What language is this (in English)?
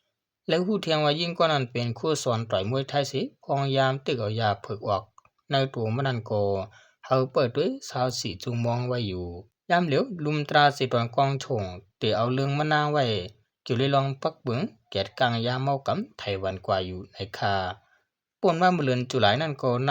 Shan